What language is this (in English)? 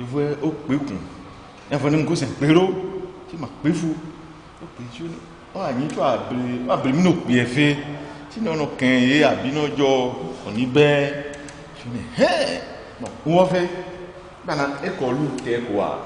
Ifè